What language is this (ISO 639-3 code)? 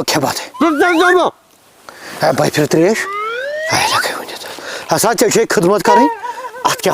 kas